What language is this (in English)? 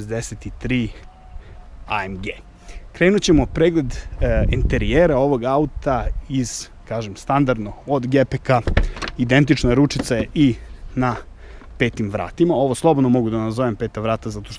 Serbian